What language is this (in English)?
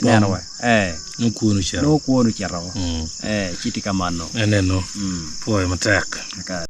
Acoli